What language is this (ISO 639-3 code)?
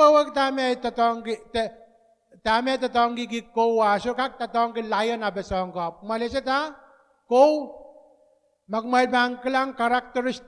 pon